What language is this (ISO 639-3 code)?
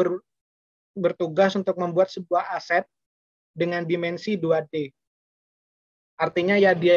ind